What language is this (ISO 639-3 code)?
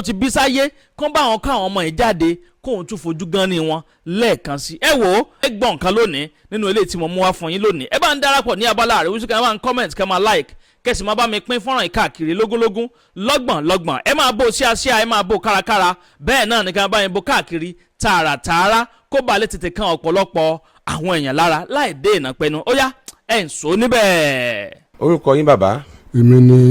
yor